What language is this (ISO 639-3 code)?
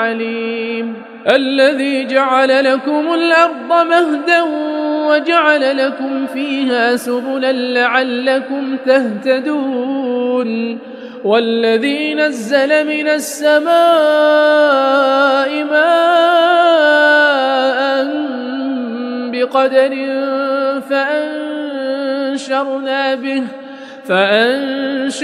ara